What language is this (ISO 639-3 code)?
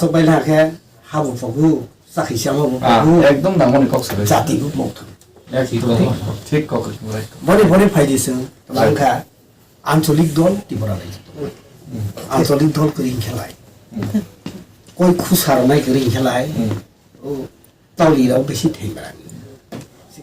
trp